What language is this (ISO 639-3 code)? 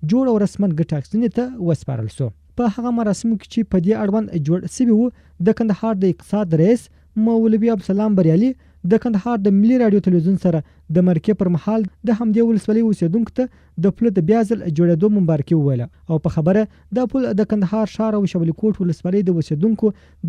pus